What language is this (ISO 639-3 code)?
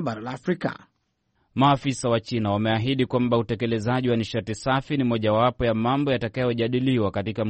swa